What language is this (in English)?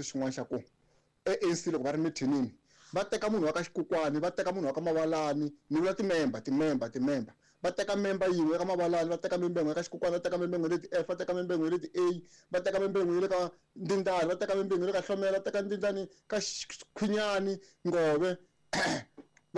Tsonga